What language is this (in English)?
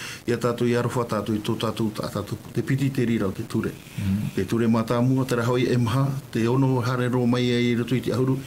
Tahitian